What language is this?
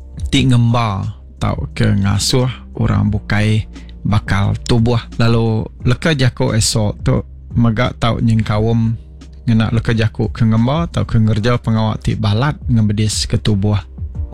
Iban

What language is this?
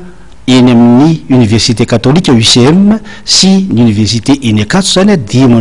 Malagasy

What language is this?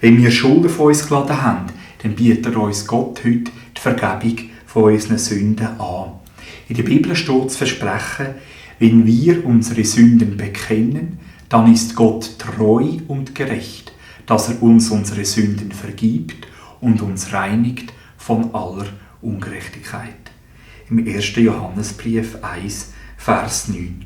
Swiss German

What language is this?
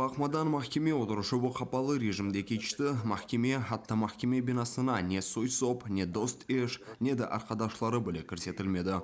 Crimean Tatar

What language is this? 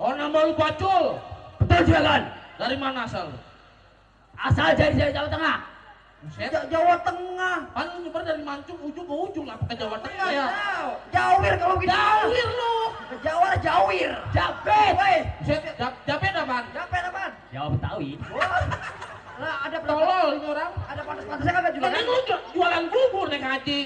Betawi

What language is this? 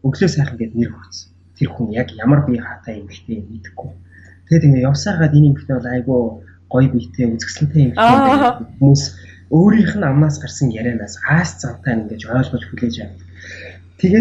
Mongolian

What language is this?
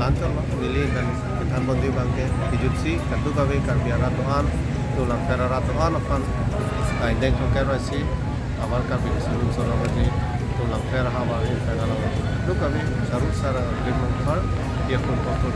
Karbi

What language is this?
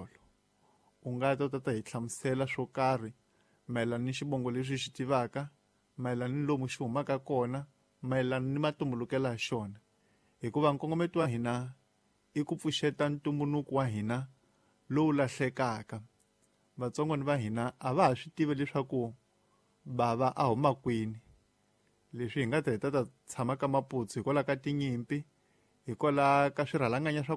Tsonga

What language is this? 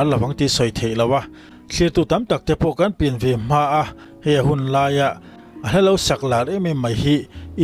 Mizo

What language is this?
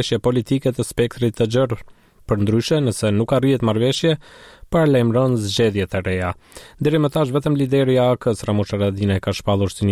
Albanian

